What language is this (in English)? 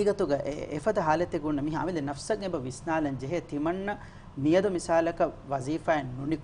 Divehi